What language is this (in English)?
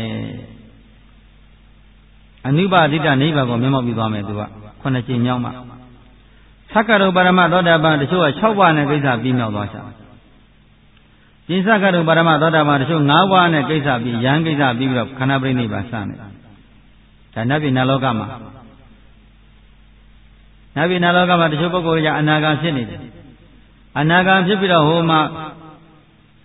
Burmese